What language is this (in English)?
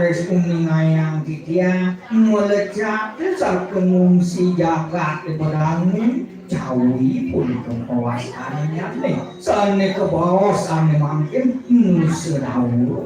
Balinese